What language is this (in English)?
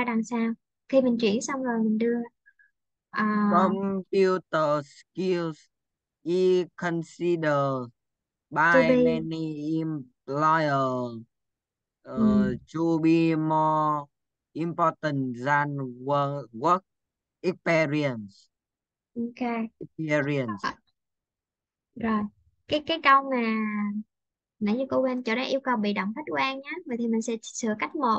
Vietnamese